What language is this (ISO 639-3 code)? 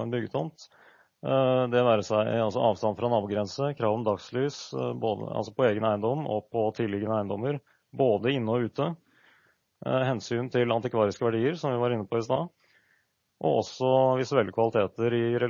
nor